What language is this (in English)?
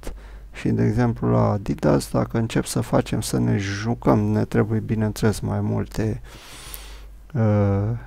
Romanian